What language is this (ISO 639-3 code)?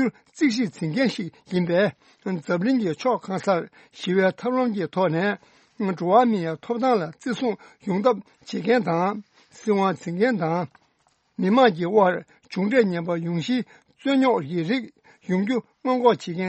bod